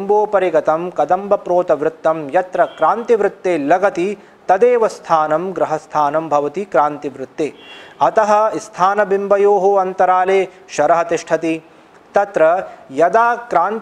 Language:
Sanskrit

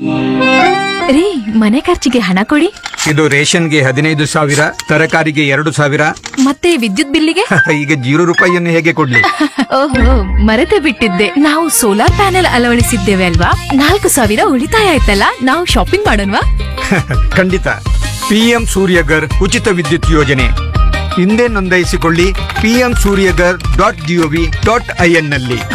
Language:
Kannada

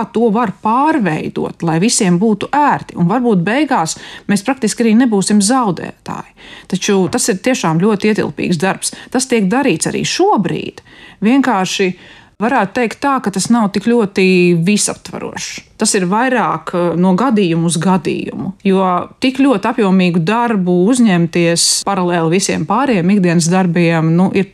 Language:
Latvian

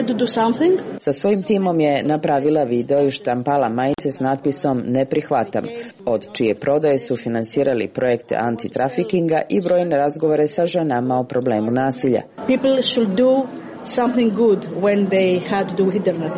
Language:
Serbian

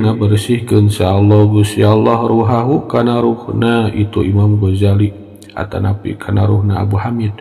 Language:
Sundanese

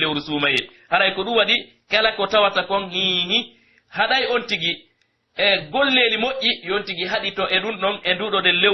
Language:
Pular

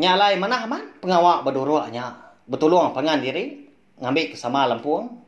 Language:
Iban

